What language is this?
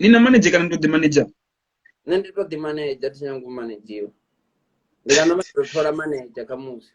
Venda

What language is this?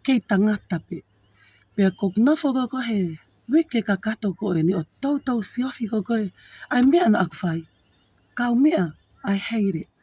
Tongan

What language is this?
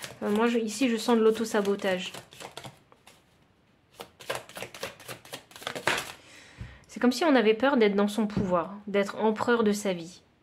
French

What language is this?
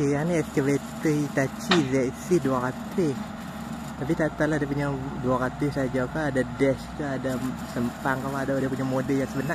Malay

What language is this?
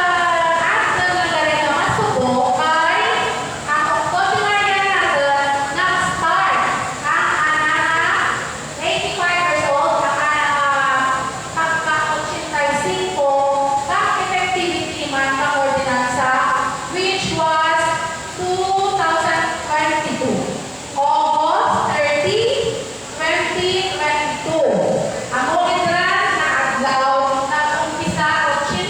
Hiligaynon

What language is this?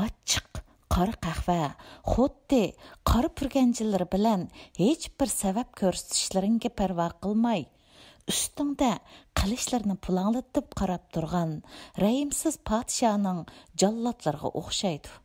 Uyghur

